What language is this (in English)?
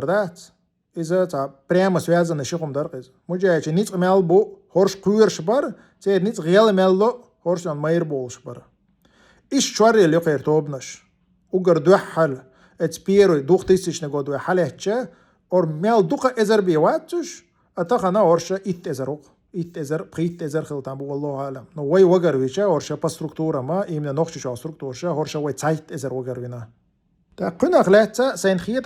Chechen